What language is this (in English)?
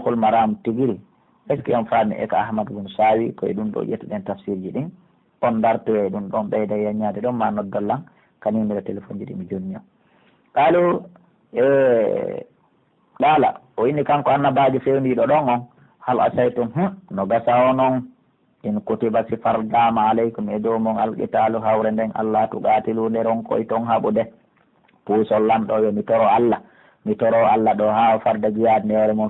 Pular